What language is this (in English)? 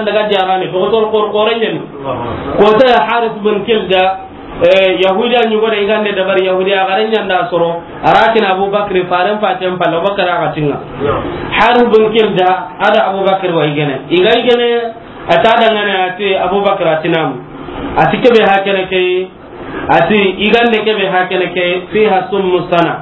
Soninke